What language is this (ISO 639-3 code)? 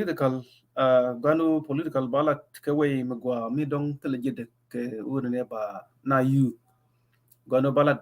nus